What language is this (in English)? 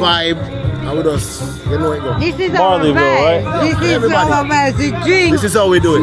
Jamaican Creole English